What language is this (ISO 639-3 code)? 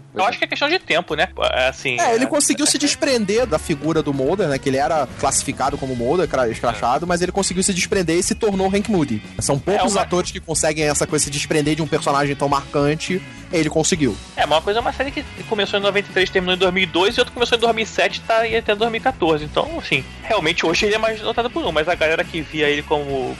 por